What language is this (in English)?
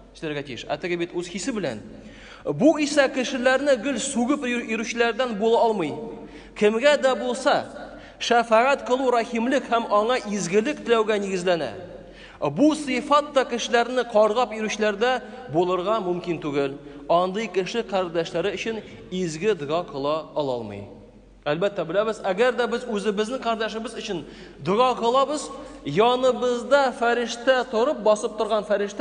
Tatar